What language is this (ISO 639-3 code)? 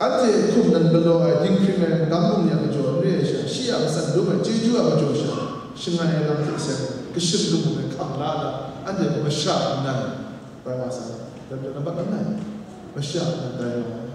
kac